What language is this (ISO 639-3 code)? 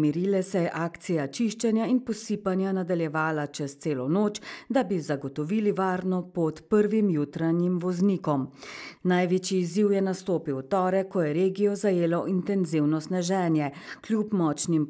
slv